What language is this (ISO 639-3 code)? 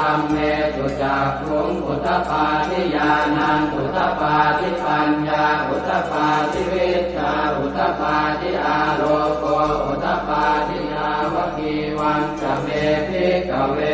pli